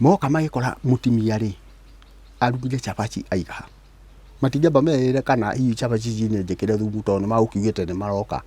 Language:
Kikuyu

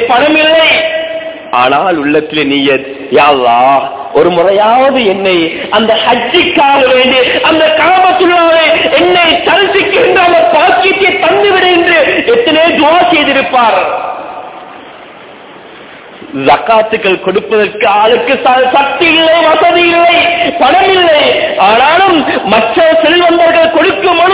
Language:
Tamil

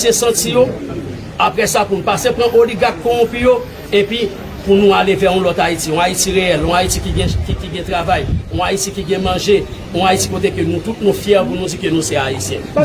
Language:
Haitian Creole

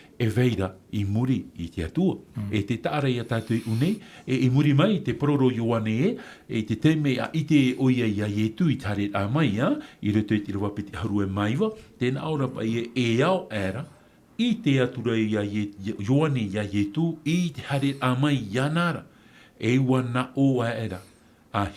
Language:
Tahitian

